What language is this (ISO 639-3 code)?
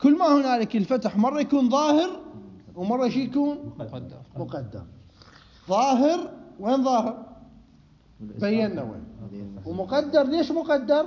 acm